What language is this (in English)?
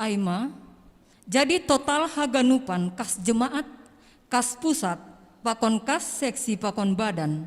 Batak Simalungun